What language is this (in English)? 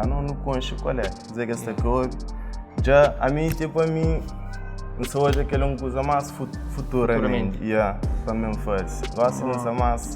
Kabuverdianu